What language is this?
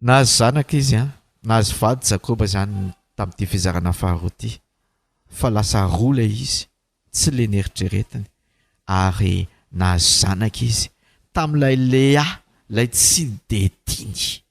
Malagasy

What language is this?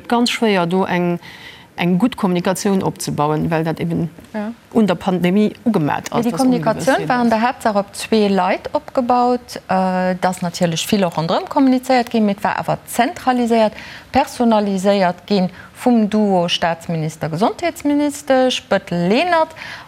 Luxembourgish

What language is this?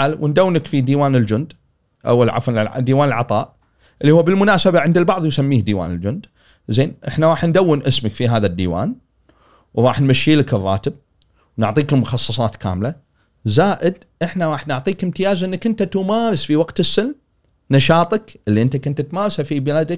Gulf Arabic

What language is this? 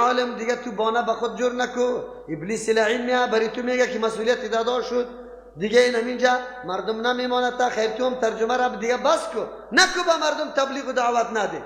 Persian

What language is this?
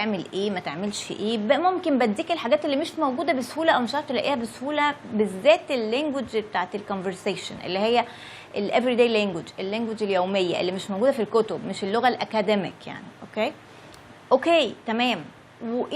Egyptian Arabic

